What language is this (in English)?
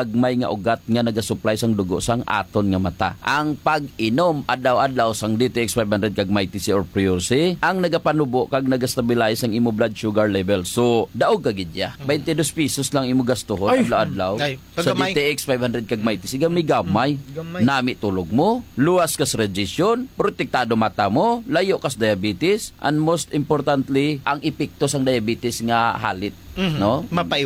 Hiligaynon